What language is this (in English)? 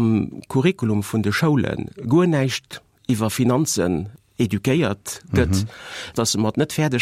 Luxembourgish